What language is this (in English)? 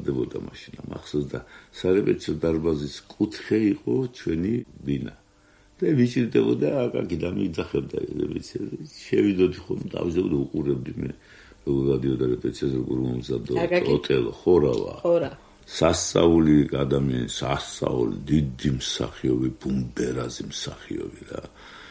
Georgian